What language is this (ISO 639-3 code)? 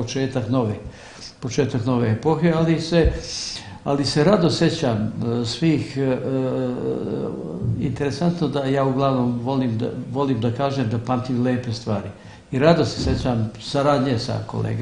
srp